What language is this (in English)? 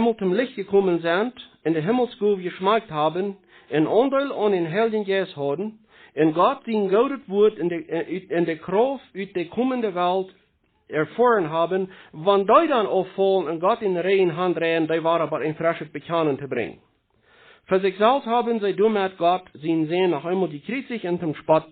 Plautdietsch